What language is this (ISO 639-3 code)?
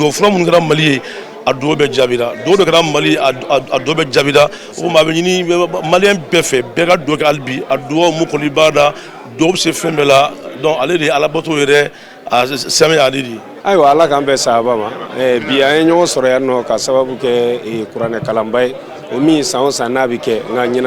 bam